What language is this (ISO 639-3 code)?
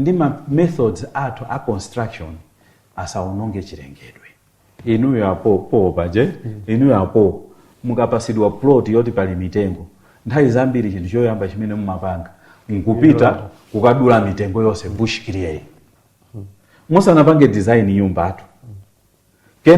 nya